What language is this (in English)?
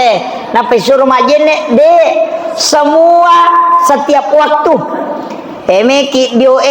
Buginese